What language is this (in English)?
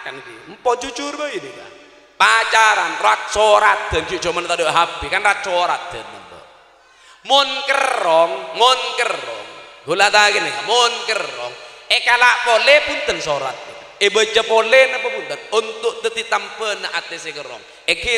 Madurese